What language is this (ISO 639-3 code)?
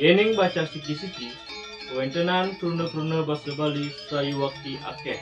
ban